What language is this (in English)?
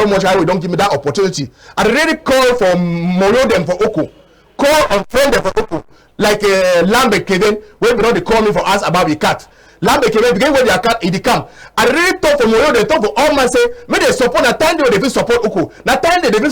Cameroon Pidgin